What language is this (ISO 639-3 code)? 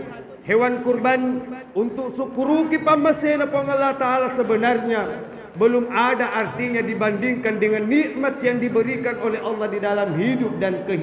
bug